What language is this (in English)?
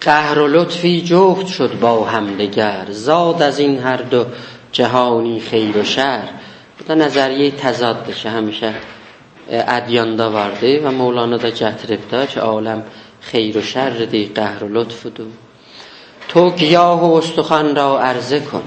South Azerbaijani